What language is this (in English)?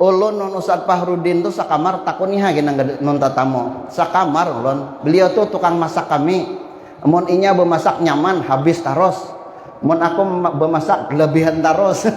Banjar